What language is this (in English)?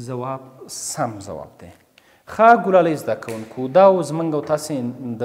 Pashto